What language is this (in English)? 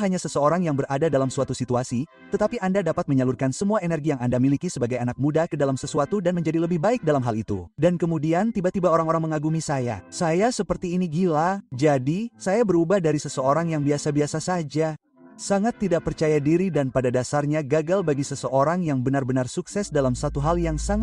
Indonesian